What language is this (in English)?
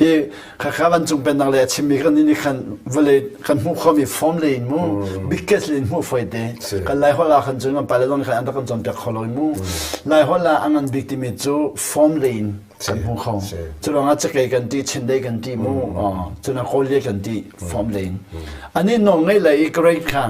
Hakha Chin